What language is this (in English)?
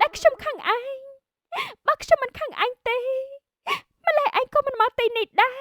Khmer